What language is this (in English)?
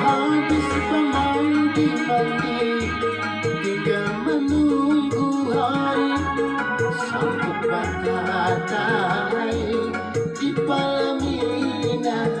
Banjar